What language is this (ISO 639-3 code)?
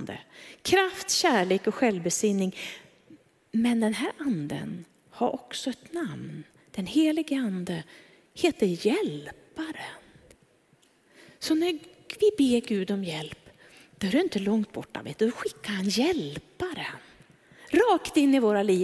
swe